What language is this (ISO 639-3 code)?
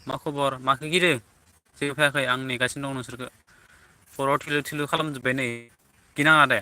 brx